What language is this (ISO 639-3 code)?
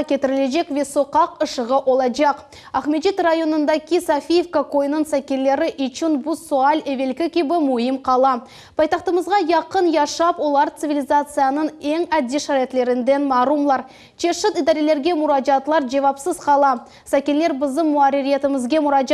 crh